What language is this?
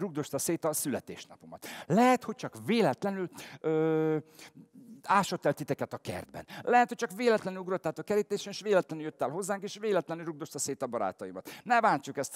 Hungarian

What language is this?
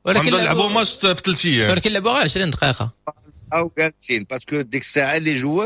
Moroccan Arabic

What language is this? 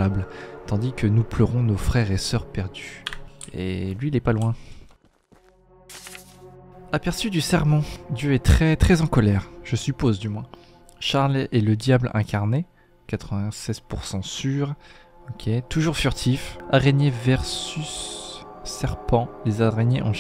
French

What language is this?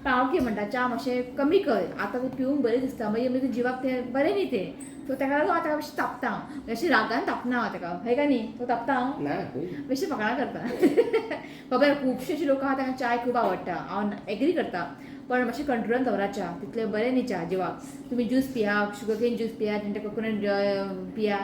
Konkani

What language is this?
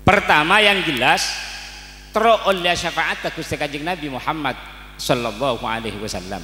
Madurese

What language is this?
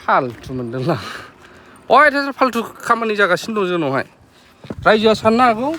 Bodo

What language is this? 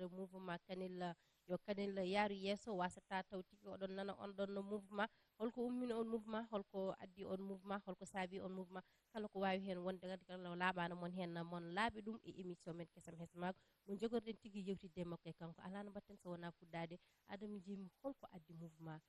Fula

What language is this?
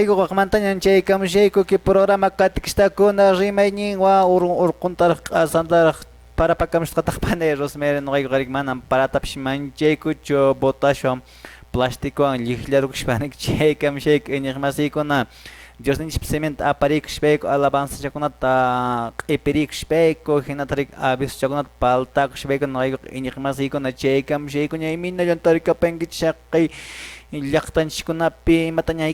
Quechua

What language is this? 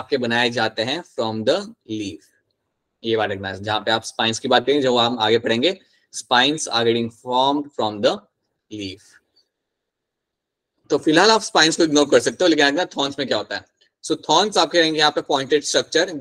Hindi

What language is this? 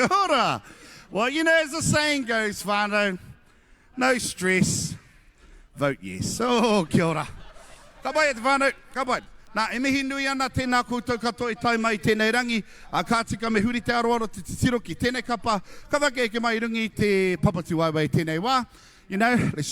Māori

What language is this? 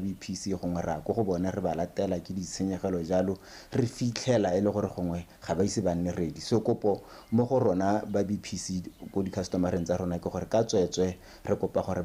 Tswana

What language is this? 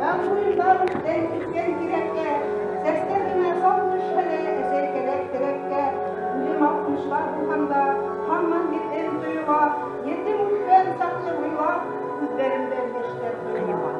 Bashkir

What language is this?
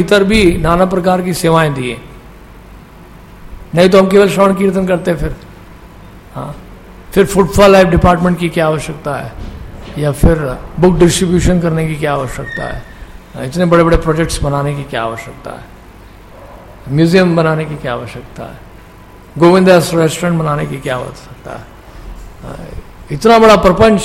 Hindi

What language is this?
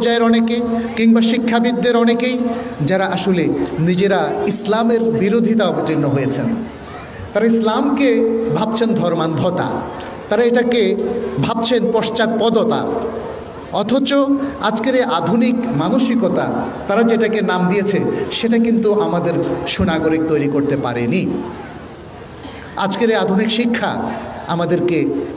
Bangla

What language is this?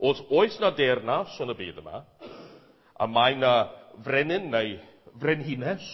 Welsh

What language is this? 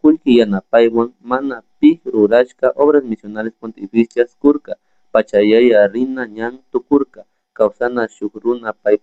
Chimborazo Highland Quichua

